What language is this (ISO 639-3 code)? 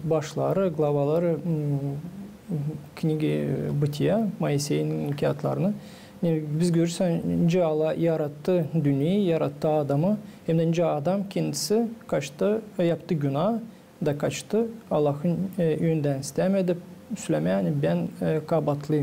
gag